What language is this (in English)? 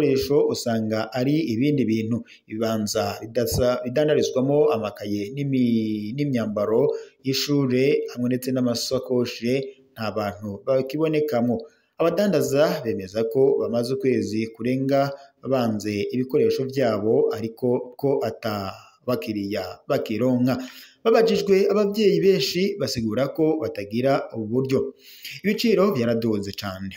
Rundi